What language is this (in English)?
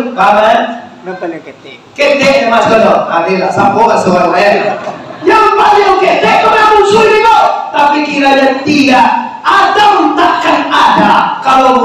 Minangkabau